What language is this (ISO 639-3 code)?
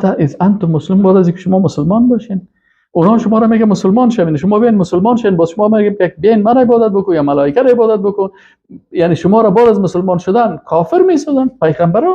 fas